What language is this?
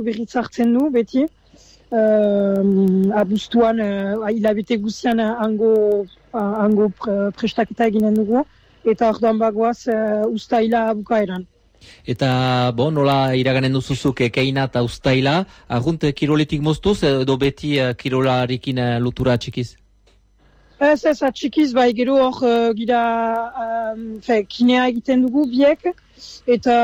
Basque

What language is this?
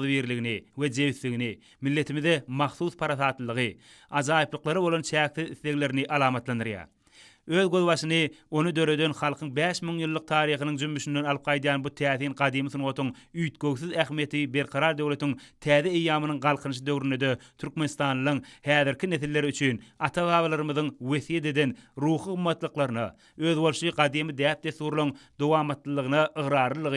Turkmen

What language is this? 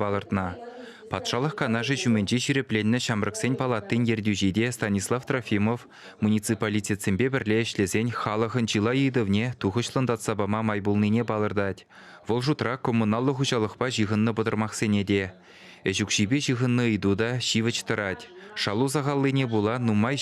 Chuvash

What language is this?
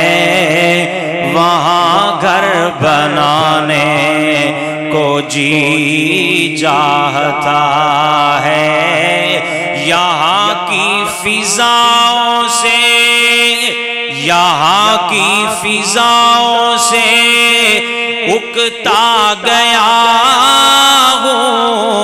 Urdu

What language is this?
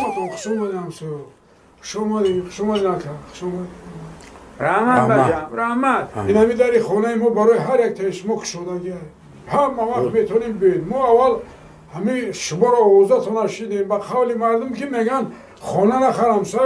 Tajik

